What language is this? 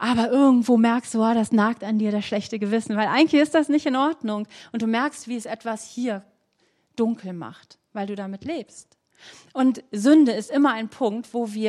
German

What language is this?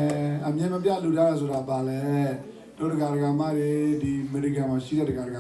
S'gaw Karen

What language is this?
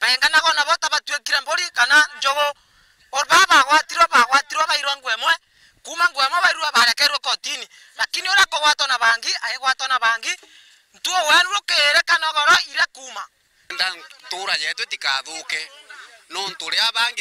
Meru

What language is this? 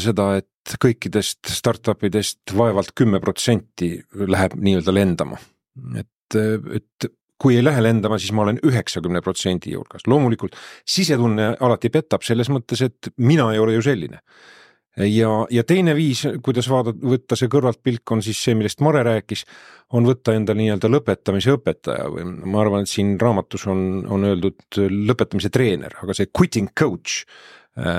Estonian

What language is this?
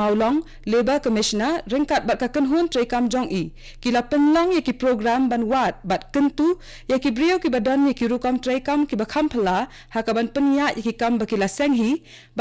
Khasi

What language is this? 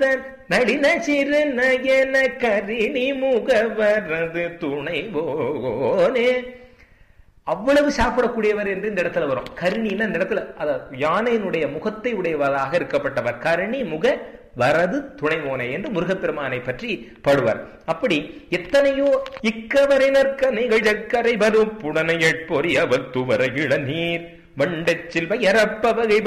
Tamil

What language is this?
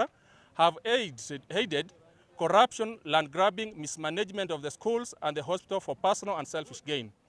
Gusii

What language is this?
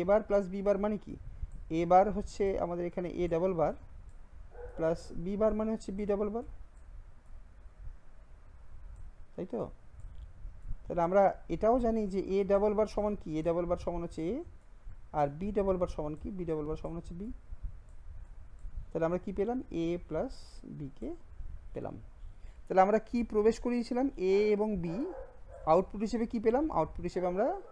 Bangla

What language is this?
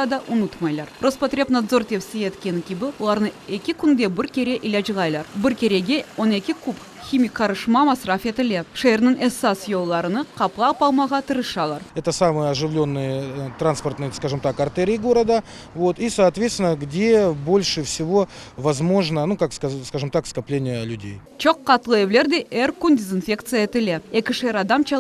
Crimean Tatar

